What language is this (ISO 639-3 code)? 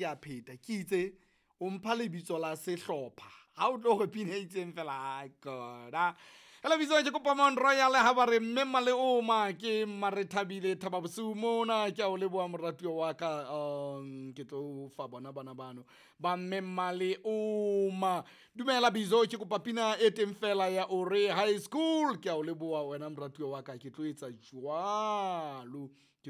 sot